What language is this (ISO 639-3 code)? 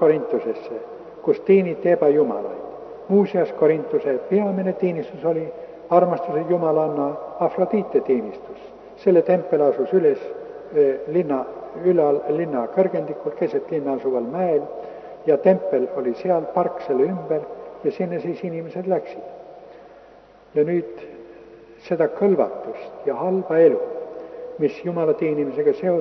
est